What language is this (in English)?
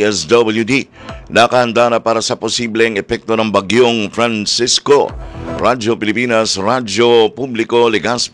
Filipino